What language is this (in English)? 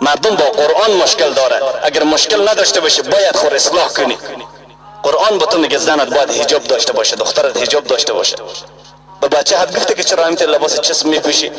Persian